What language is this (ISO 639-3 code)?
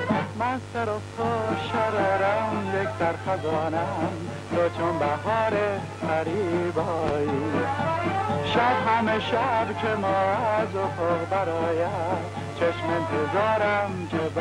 fas